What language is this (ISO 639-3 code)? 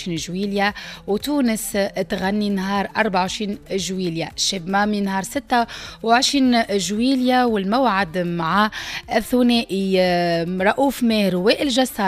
aeb